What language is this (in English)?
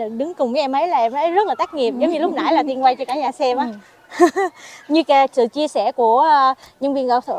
Vietnamese